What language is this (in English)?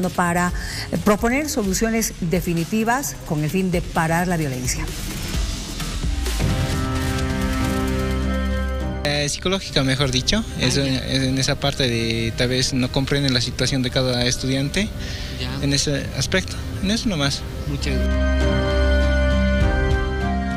Spanish